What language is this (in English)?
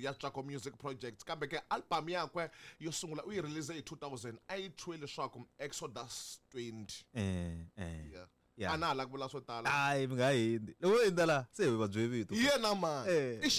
Tsonga